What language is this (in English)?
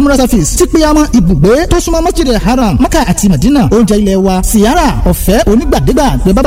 Yoruba